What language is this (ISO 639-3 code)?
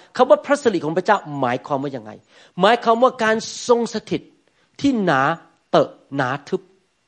tha